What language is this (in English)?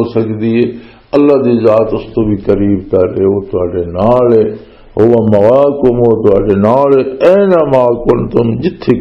Western Panjabi